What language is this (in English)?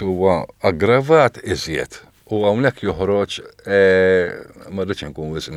Maltese